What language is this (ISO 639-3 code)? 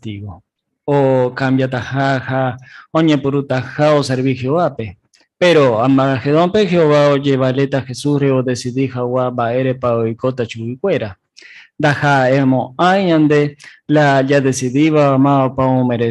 grn